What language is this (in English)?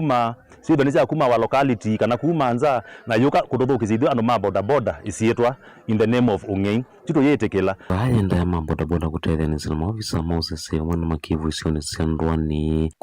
Kamba